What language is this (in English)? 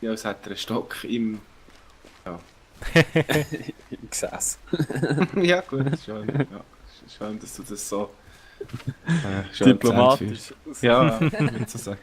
Swiss German